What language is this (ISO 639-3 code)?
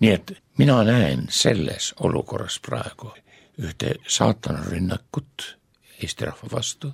est